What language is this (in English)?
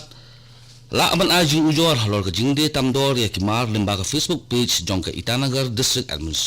Khasi